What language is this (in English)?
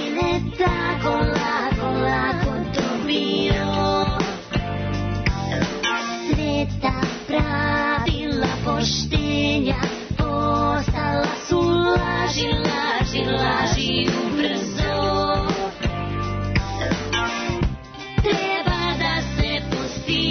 Serbian